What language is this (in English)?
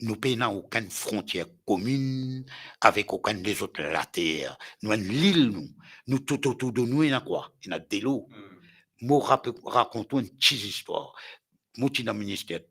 Morisyen